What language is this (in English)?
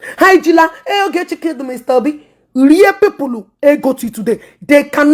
Igbo